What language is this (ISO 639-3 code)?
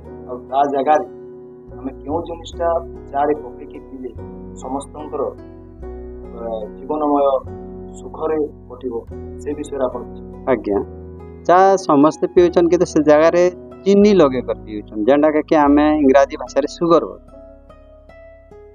ori